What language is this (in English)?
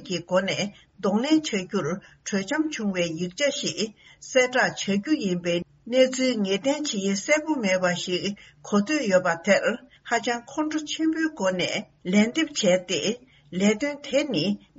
Tibetan